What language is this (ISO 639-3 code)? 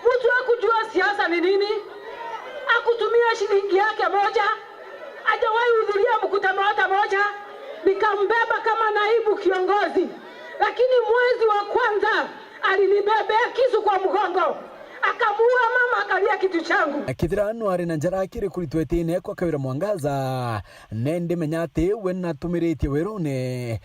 mer